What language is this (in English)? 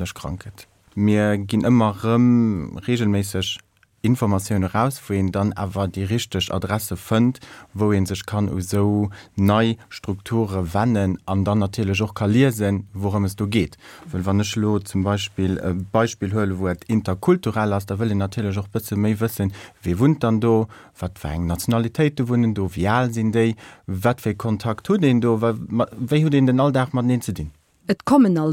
Luxembourgish